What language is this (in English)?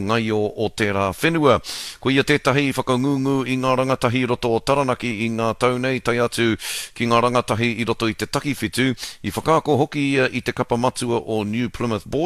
Māori